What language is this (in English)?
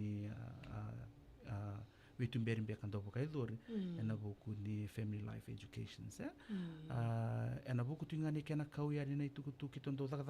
Fijian